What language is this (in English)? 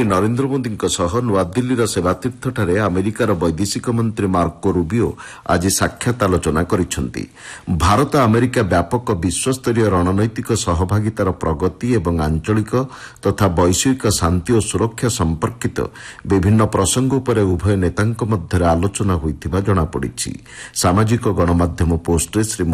Odia